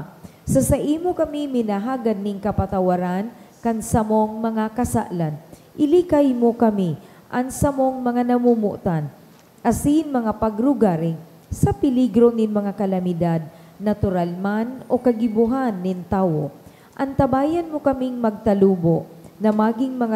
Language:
Bikol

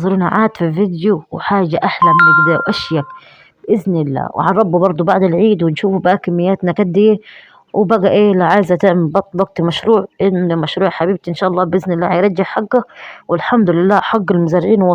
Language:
Egyptian Arabic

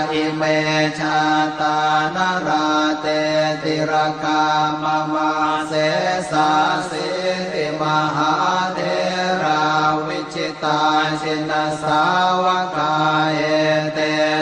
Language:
Pali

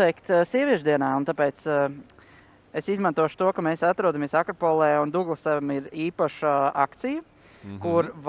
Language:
Latvian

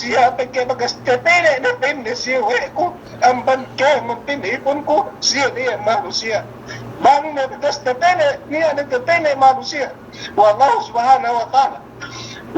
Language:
Yakan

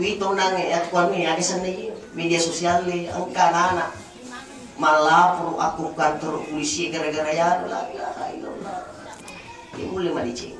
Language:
Buginese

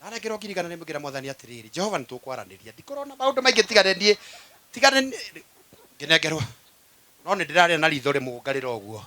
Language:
Kikuyu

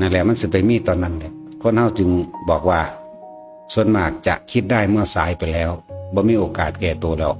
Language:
Northeastern Thai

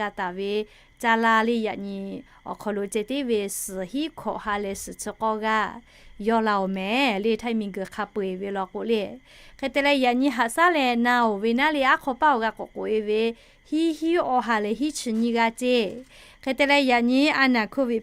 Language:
Lahu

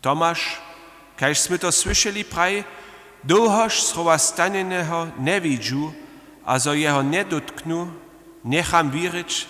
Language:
Upper Sorbian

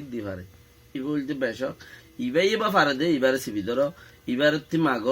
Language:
Rohingya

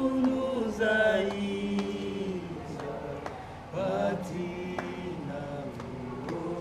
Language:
Lingala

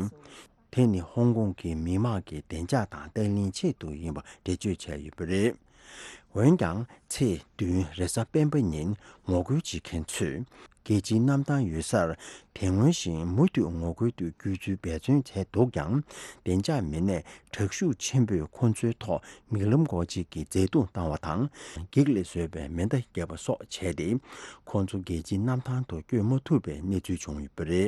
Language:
Tibetan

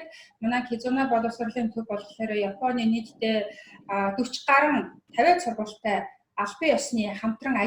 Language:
Mongolian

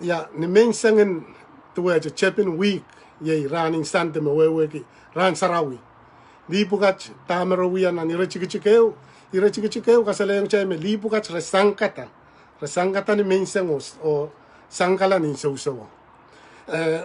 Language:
Pohnpeian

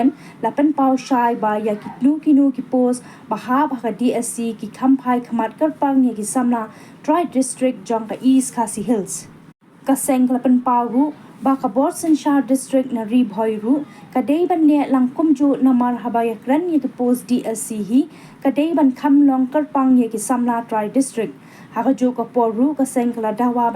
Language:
Khasi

